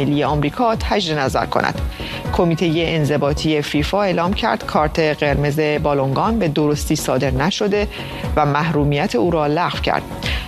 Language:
Persian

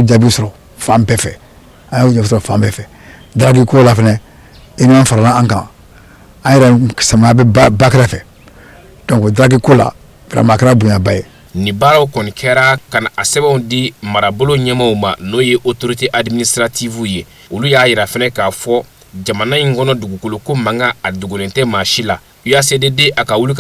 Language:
Bambara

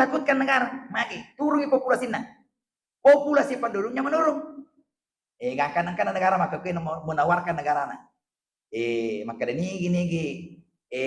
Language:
Buginese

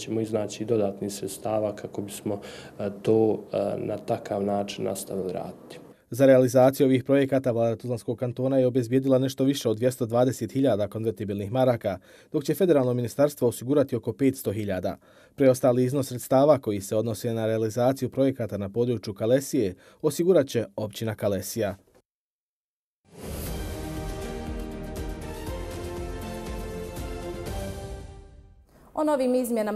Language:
Bosnian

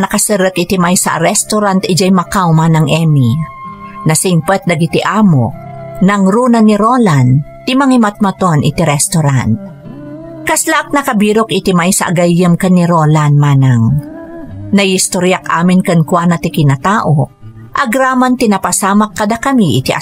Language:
Iloko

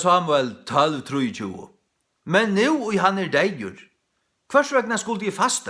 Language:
Faroese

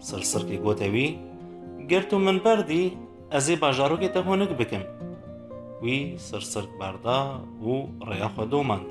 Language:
Kurdish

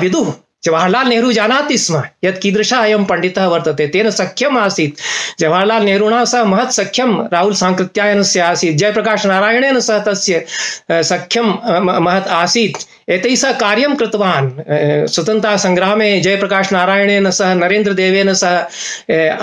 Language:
Sanskrit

